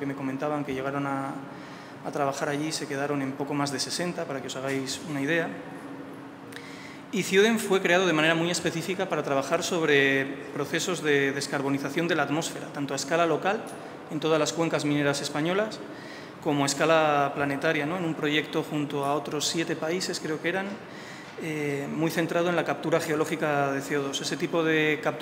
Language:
Spanish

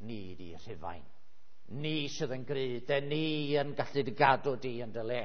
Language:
Welsh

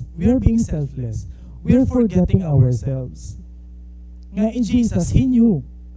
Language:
Waray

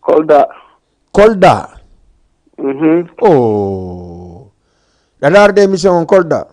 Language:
Fula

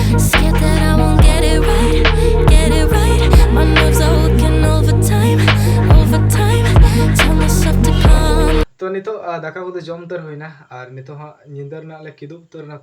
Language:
Santali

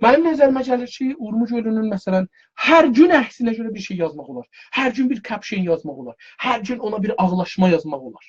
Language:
South Azerbaijani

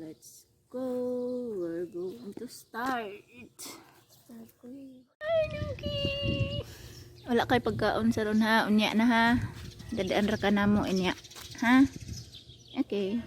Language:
Cebuano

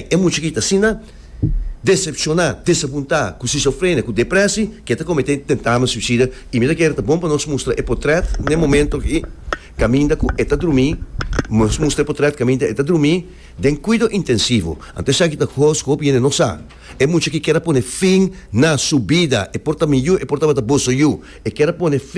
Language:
Papiamento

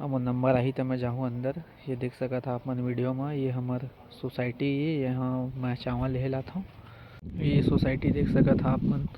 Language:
Chhattisgarhi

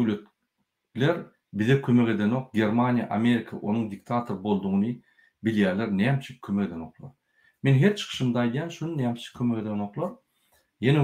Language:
Turkmen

